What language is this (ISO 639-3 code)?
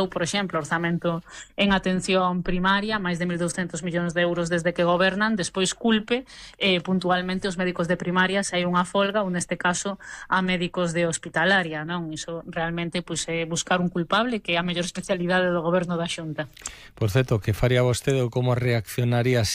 glg